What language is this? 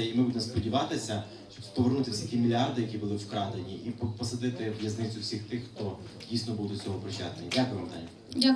Ukrainian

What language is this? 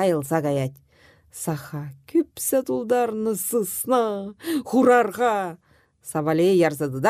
Chuvash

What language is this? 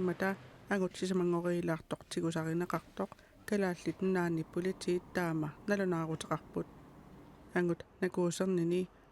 Kalaallisut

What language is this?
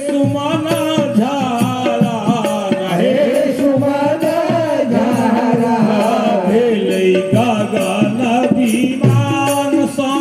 Maithili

